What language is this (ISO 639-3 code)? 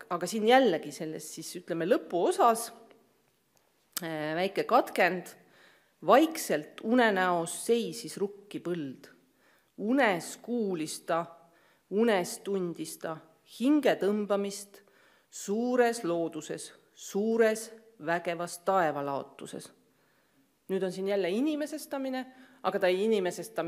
est